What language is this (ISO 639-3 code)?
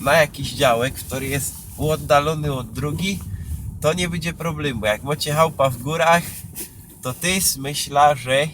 szl